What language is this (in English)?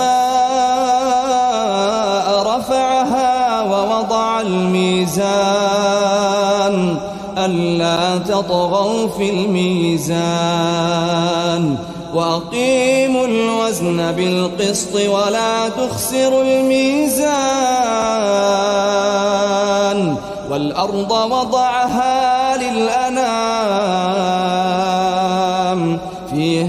Arabic